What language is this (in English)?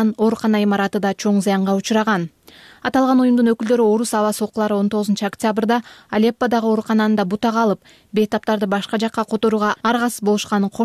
Kyrgyz